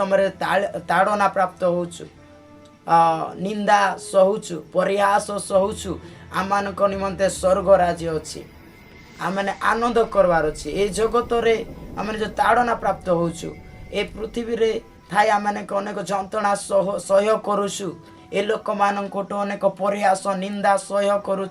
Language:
Odia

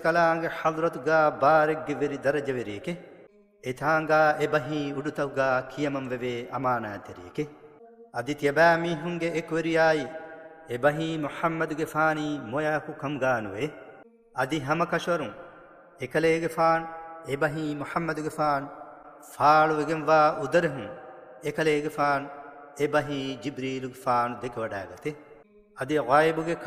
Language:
Divehi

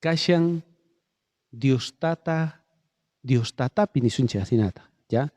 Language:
South Bolivian Quechua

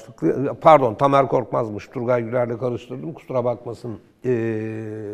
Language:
Turkish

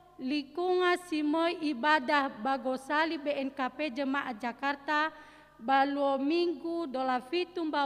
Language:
Nias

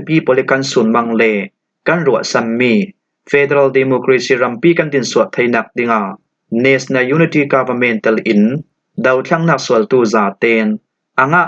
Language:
Falam Chin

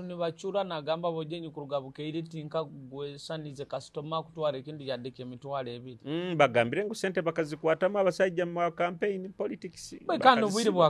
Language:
Nyoro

